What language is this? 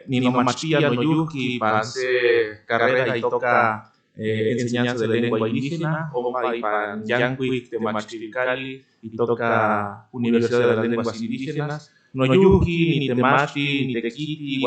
Central Nahuatl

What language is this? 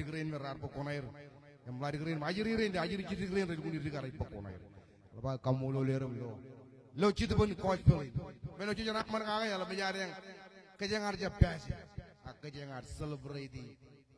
Marshallese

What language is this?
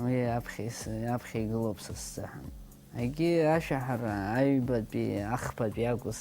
Abkhazian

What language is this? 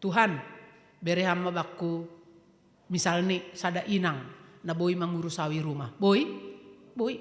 Batak Simalungun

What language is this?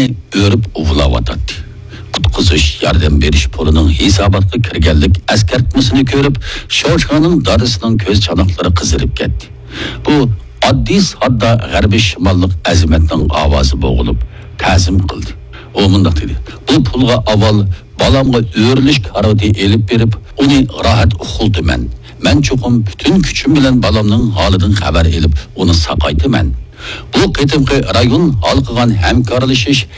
Uyghur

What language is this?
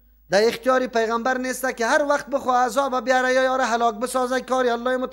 Persian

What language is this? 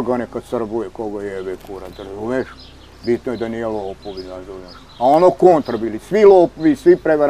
Serbian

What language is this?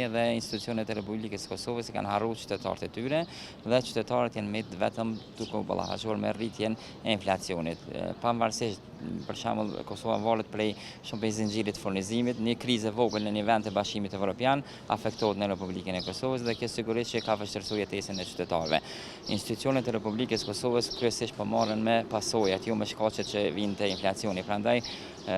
Albanian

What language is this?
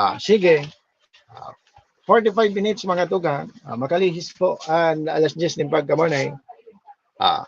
Bikol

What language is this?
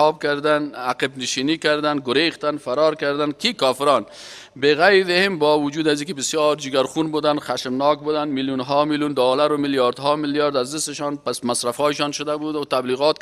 Persian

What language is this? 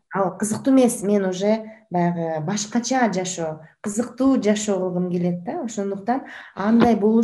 Kyrgyz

